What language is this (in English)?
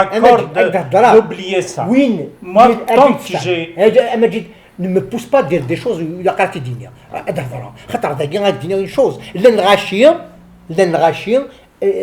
Kabyle